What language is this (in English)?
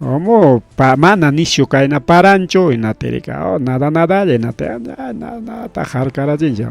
Ayacucho Quechua